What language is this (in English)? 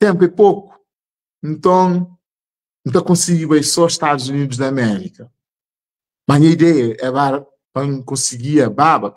Kabuverdianu